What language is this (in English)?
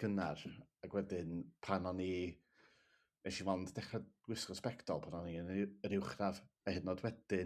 Welsh